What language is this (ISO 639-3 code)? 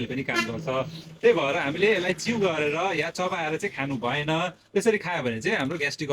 nep